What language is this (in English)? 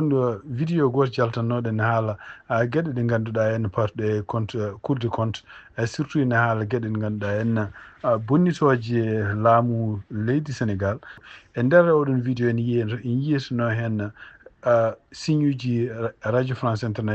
Fula